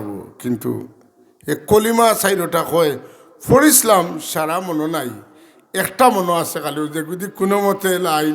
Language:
Sylheti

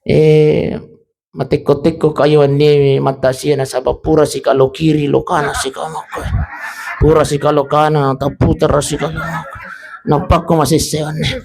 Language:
Buginese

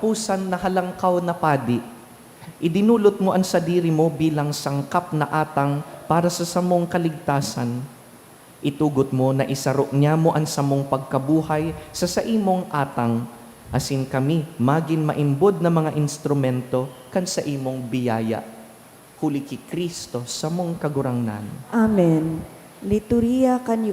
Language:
Bikol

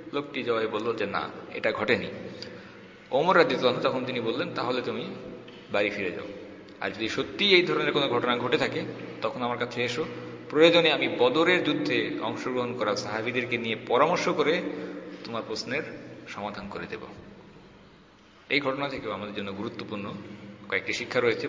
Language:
Bangla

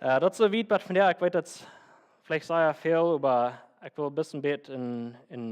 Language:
Plautdietsch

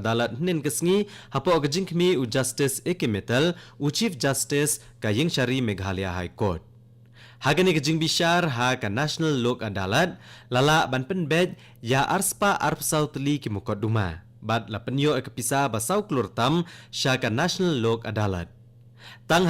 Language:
Khasi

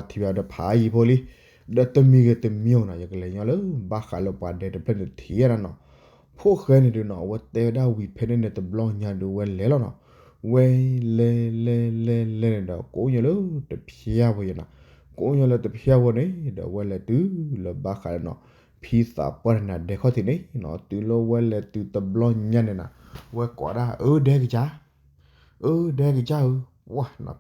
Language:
S'gaw Karen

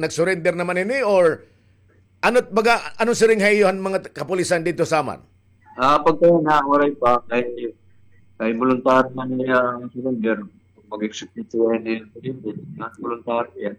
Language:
Waray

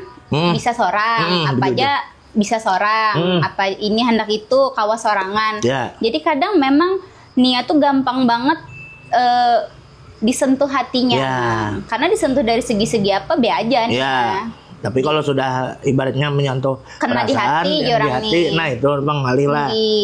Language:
Banjar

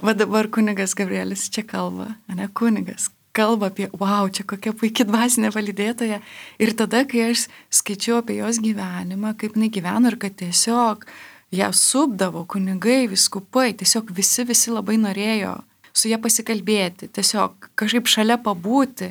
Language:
Lithuanian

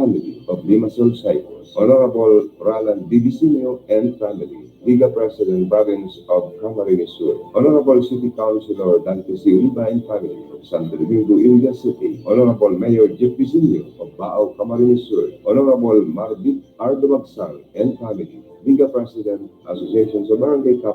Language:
Bikol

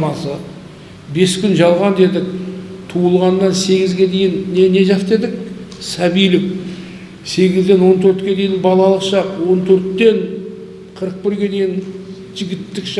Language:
Kazakh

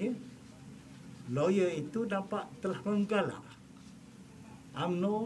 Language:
Malay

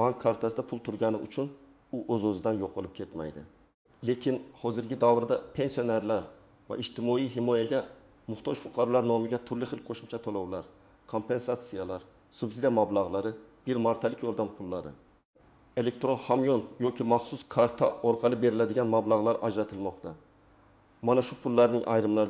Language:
Uzbek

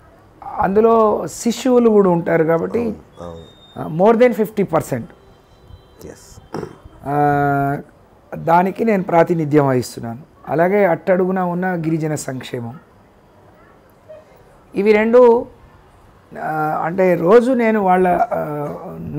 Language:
Telugu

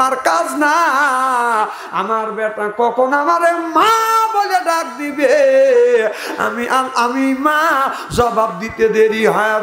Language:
Bangla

